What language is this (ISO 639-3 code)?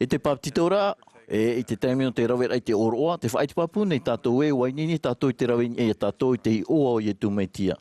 tah